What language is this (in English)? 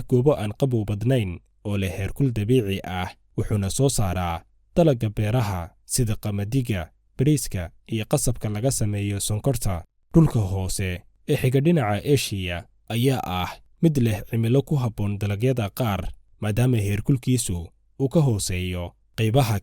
Somali